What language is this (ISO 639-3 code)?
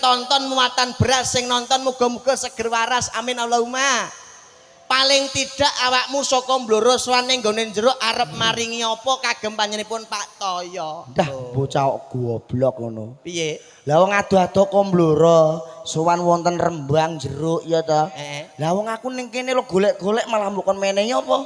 jav